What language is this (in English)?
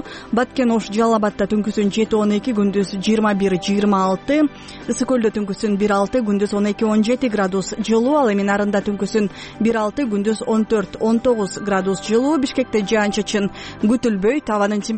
Kyrgyz